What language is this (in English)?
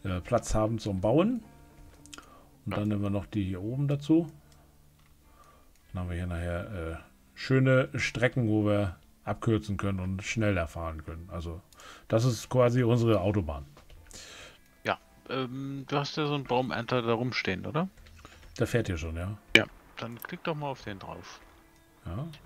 German